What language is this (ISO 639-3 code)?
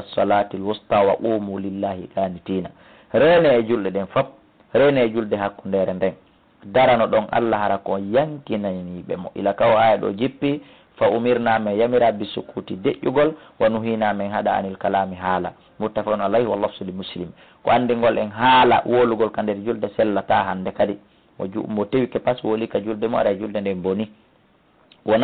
ful